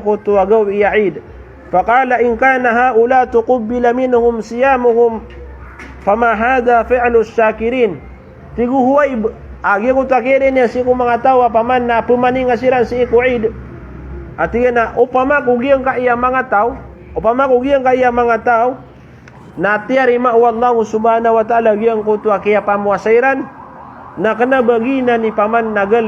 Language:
Maranao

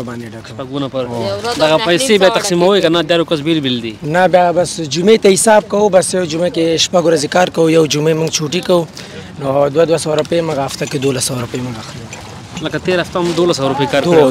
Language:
Pashto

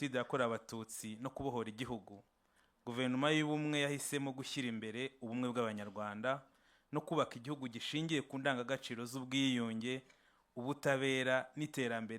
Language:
Kinyarwanda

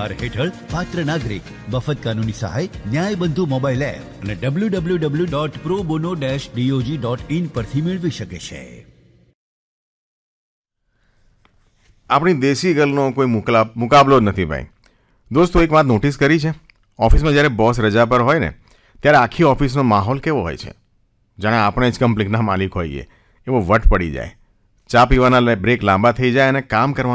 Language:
Gujarati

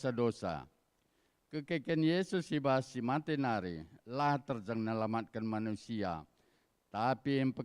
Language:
Batak Karo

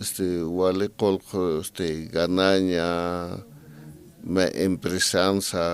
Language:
Aymara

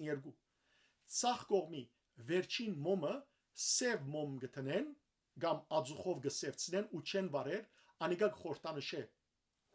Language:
Western Armenian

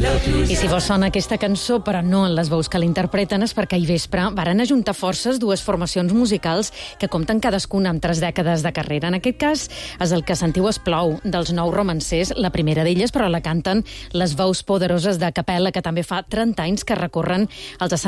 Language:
Catalan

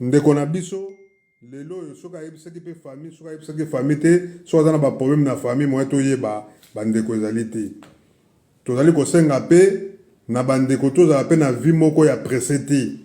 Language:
Lingala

